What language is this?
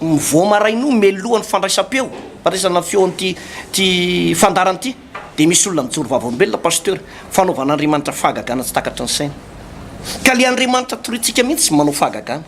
Malagasy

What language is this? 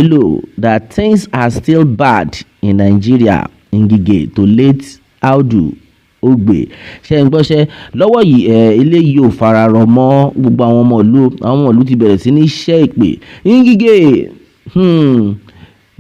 Yoruba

